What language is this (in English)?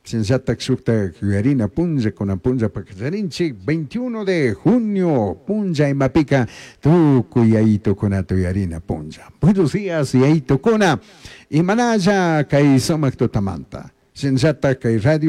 Chimborazo Highland Quichua